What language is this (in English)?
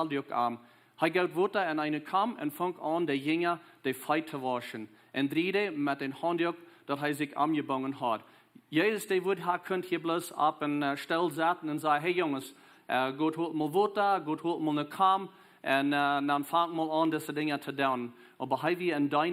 Plautdietsch